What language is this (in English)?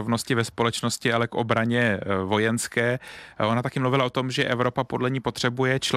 Czech